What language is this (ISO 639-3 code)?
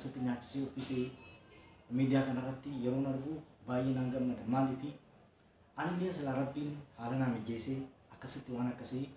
orm